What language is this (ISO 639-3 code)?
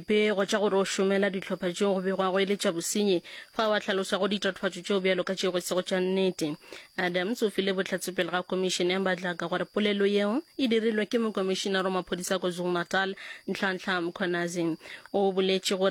nso